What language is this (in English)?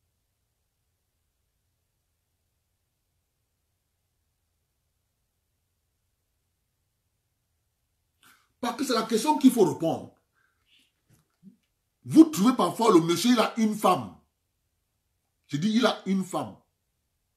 French